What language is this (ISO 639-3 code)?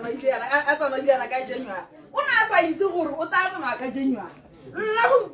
tsn